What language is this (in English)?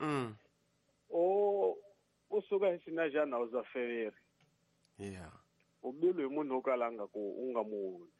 Tsonga